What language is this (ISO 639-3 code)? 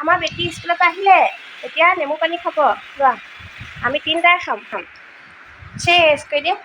asm